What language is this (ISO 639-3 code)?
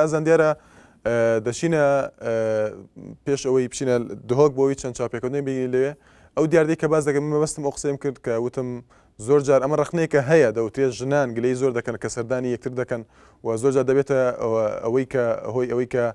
ckb